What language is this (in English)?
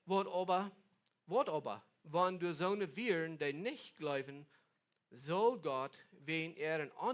Plautdietsch